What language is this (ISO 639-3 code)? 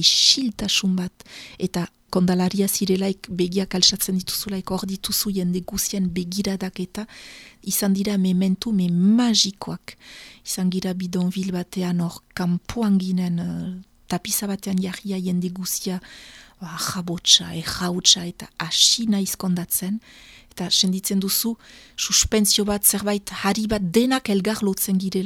eus